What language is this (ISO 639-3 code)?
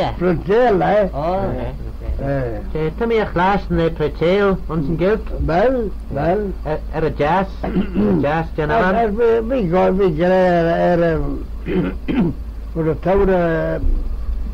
glv